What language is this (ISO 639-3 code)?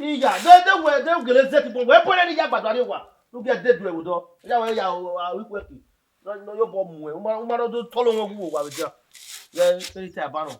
bin